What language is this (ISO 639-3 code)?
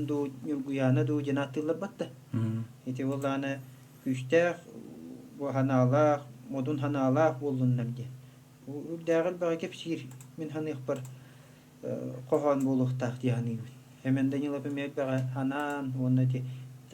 sah